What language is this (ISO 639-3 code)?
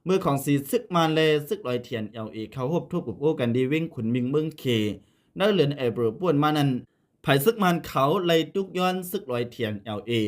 shn